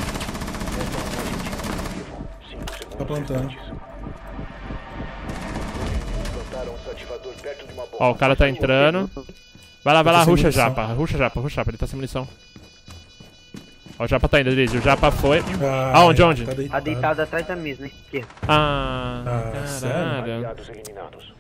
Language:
Portuguese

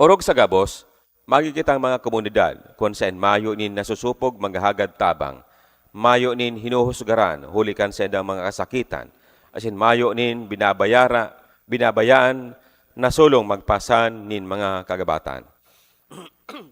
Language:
Bikol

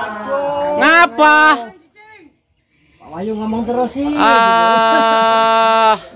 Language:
Indonesian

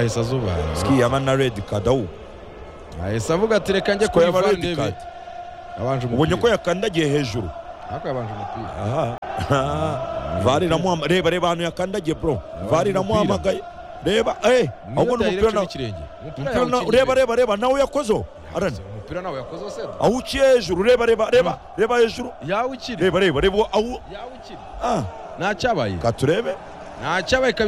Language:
Kinyarwanda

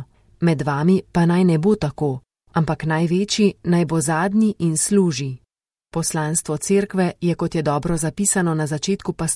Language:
Slovenian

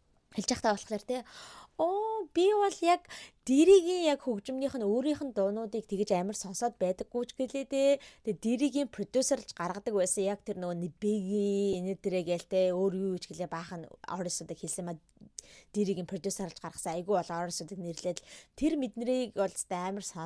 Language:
Mongolian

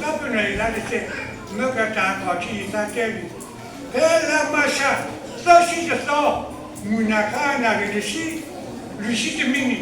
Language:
S'gaw Karen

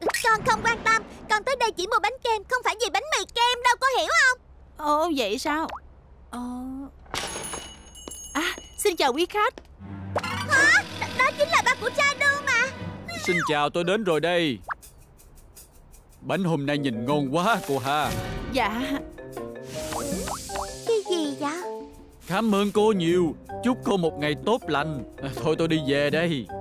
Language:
Vietnamese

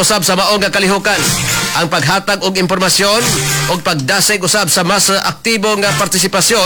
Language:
Cebuano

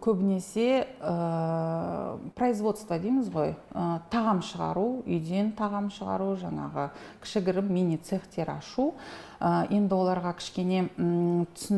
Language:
Kazakh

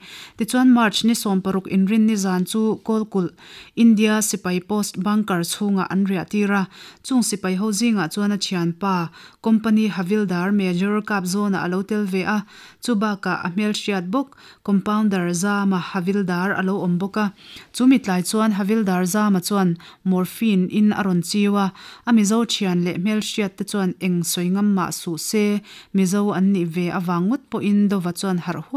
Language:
Mizo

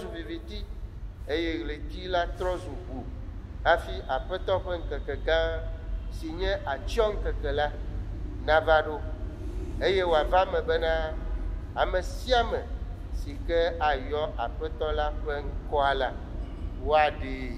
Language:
Ewe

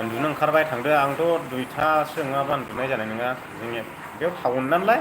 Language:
Bodo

